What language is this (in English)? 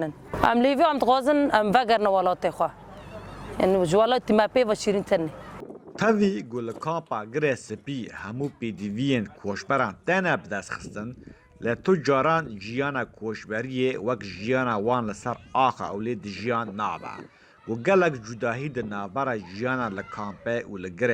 Kurdish